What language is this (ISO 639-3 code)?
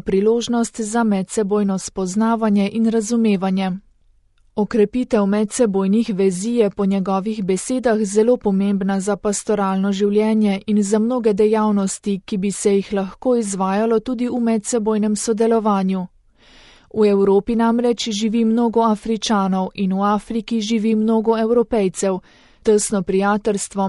slv